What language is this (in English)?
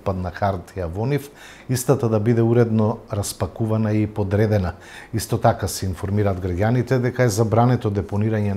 Macedonian